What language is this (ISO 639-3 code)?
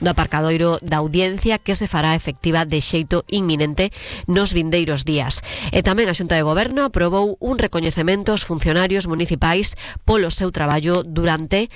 glg